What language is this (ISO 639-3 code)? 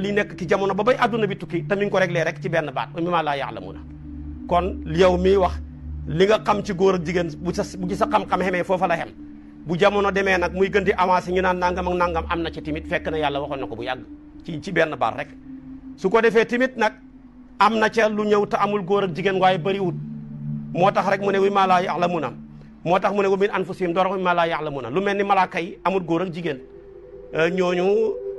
wol